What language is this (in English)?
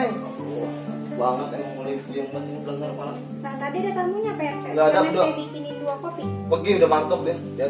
Betawi